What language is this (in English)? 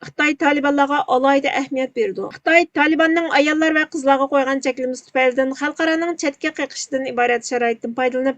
Uyghur